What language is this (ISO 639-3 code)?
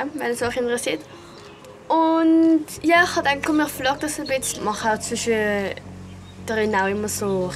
gsw